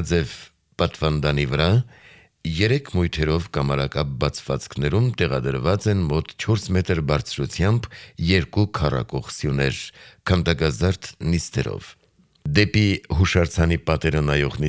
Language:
Armenian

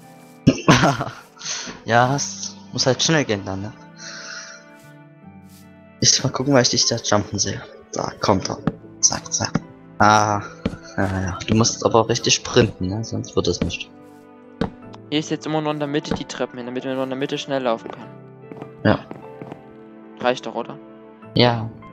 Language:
German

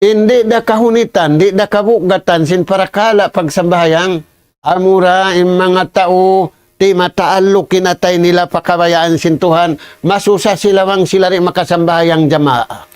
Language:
Tausug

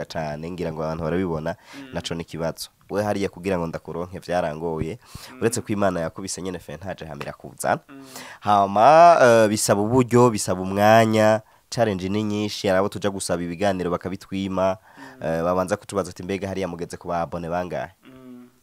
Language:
Rundi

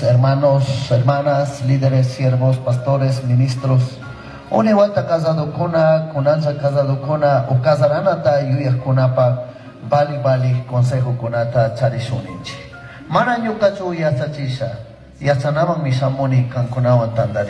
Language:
Chimborazo Highland Quichua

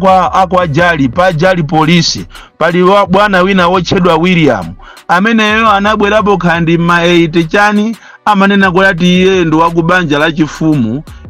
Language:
Nyanja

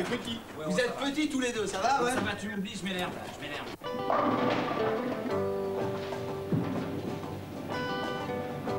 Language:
French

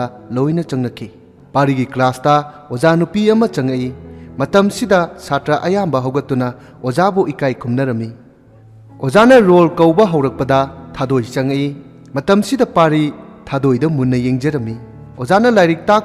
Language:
Manipuri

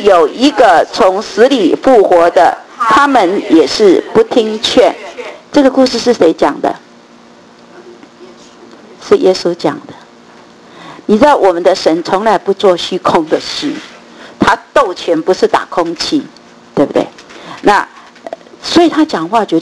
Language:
Chinese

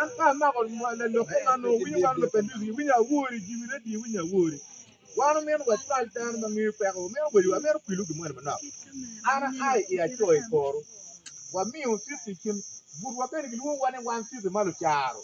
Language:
Acoli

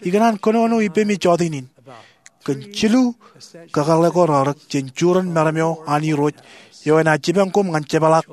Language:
Marshallese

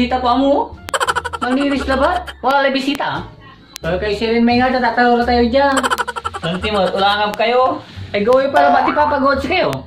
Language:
Pangasinan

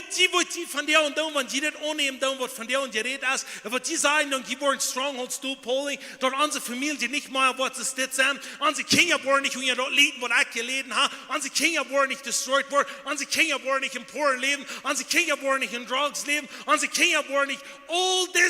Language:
Plautdietsch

